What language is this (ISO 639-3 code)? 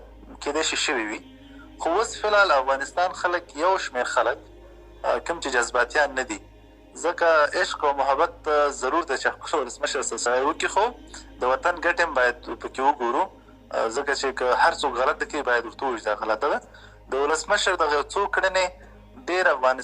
pus